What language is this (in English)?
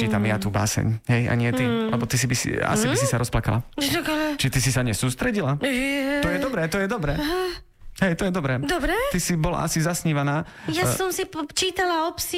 Slovak